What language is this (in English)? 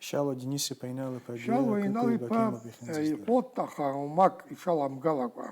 Abkhazian